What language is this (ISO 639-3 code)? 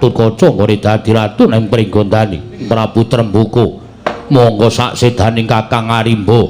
jav